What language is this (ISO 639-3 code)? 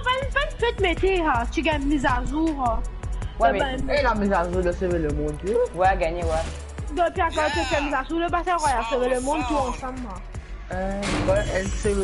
mfe